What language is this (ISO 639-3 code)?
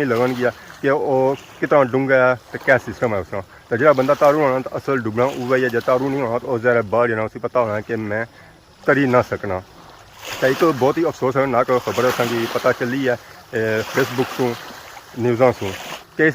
phr